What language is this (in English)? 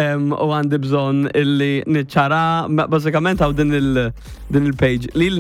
Maltese